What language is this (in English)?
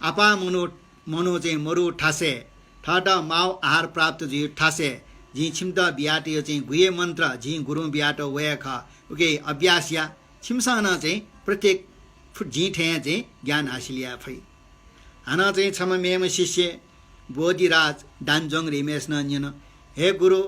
Newari